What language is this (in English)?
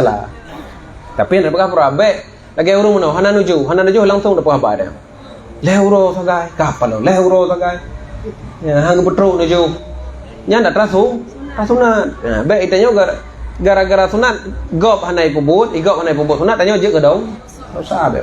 Achinese